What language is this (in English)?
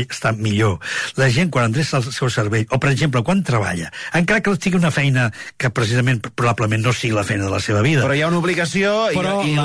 Catalan